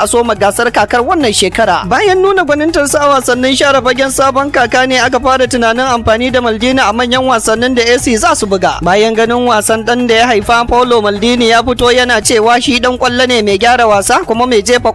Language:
Hausa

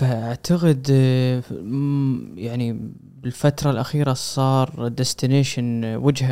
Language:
Gulf Arabic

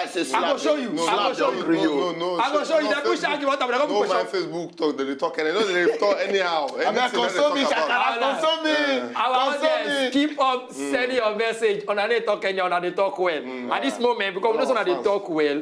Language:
Nigerian Pidgin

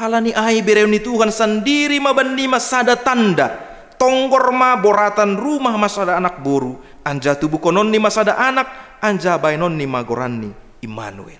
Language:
Batak Simalungun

